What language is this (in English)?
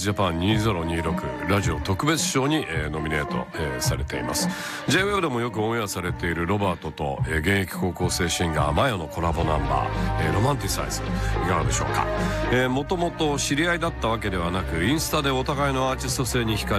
Japanese